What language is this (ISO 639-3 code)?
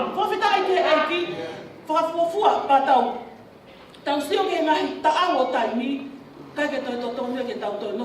ton